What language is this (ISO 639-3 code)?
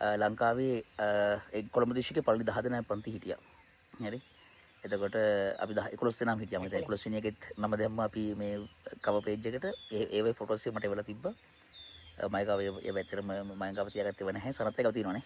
sin